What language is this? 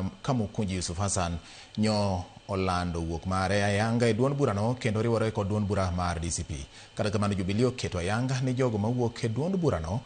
Luo (Kenya and Tanzania)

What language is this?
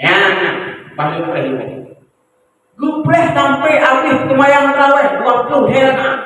Achinese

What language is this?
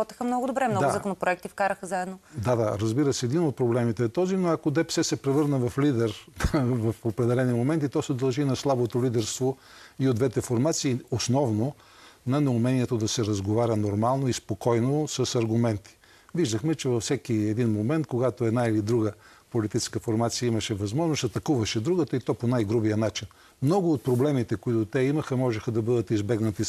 Bulgarian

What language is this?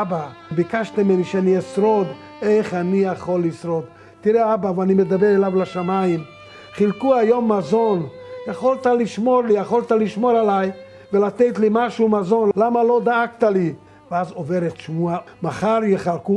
Hebrew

